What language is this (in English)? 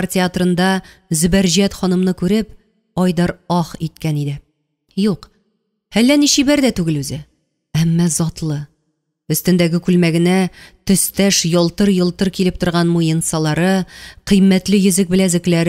Tatar